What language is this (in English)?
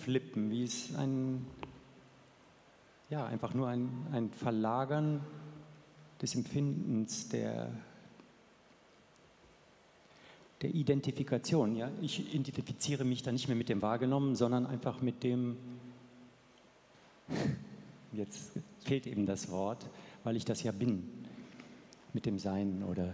German